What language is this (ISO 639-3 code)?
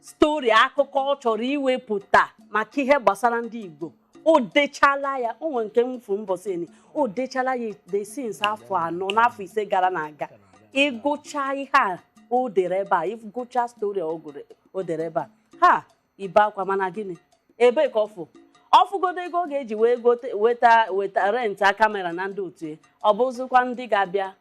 ibo